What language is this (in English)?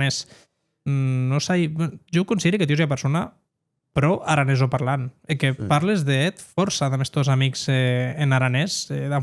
Occitan